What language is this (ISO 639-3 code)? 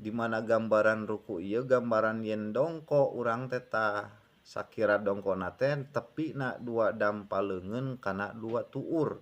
sun